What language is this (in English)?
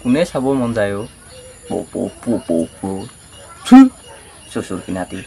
Assamese